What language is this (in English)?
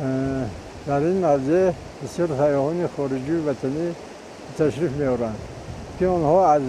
Tajik